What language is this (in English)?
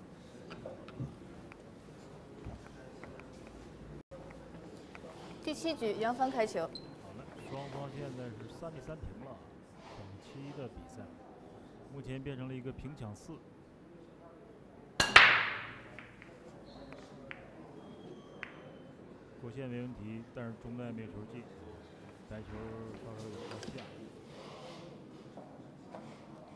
Chinese